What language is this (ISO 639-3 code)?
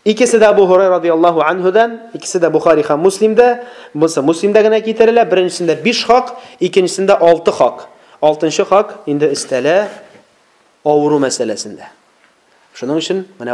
tat